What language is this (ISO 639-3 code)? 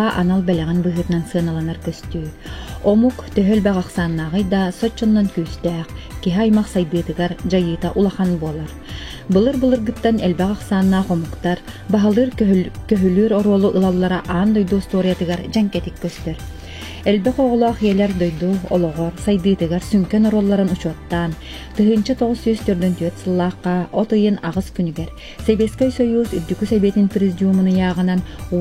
sah